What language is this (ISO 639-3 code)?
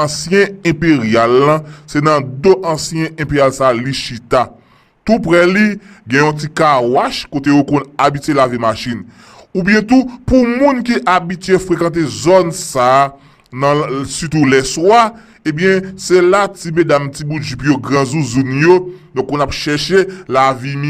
hat